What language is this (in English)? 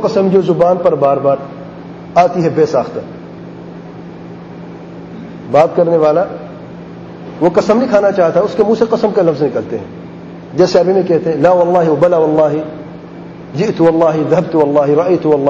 Urdu